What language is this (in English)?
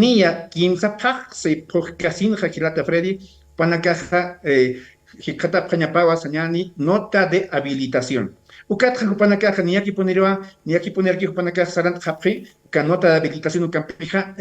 Aymara